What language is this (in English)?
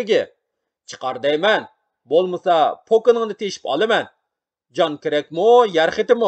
Uyghur